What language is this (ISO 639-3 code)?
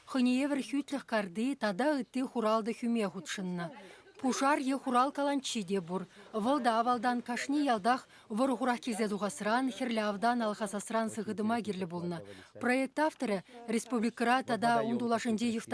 chv